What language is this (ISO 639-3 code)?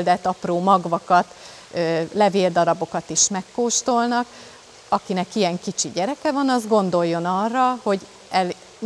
hun